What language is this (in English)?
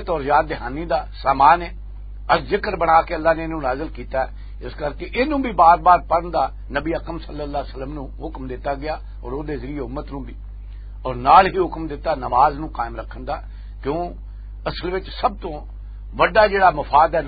Western Panjabi